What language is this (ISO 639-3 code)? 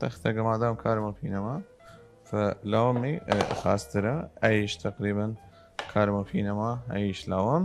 sdh